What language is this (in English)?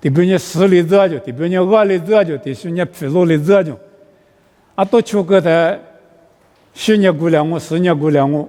Lisu